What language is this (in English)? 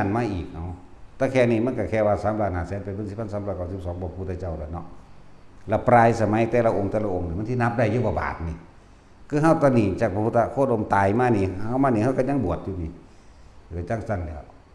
Northeastern Thai